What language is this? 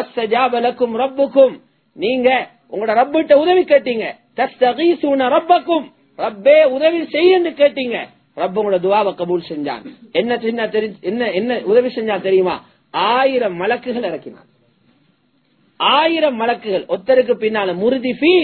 Tamil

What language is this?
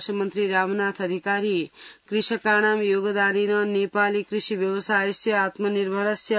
Sanskrit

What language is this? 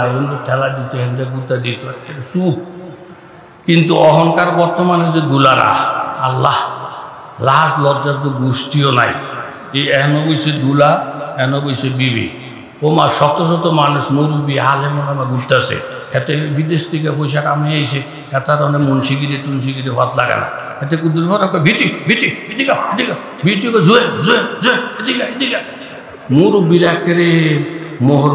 Bangla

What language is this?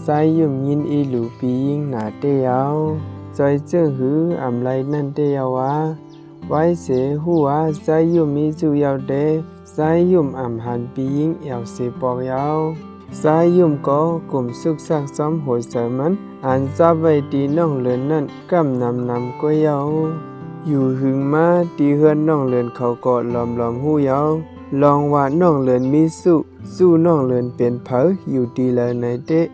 Shan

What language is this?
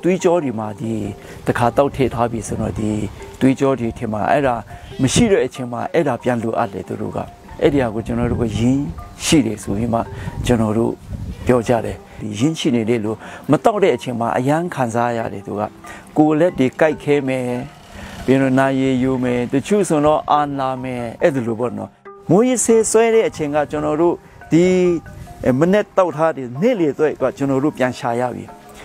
Burmese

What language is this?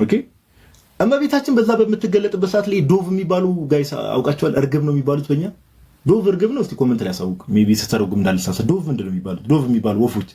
Amharic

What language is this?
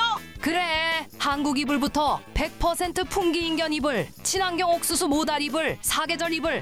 Korean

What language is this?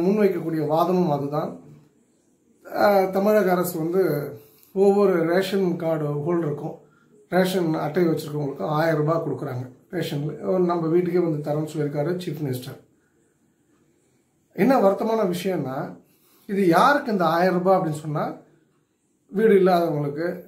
Tamil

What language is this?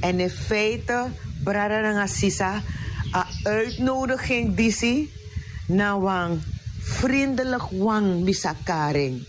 Sranan Tongo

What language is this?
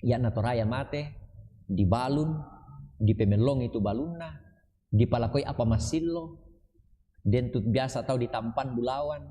Toraja-Sa'dan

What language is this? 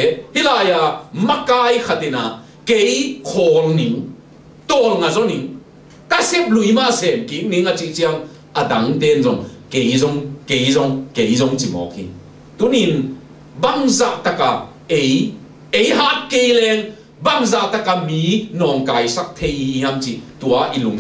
Tedim Chin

